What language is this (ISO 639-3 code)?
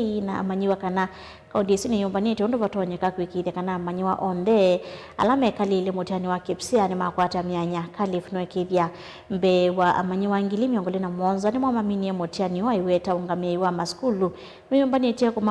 kam